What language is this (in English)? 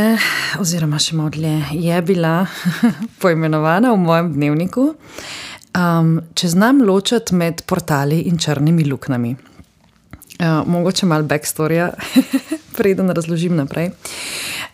Slovenian